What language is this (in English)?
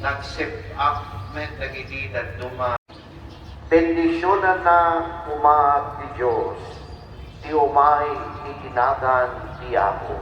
Iloko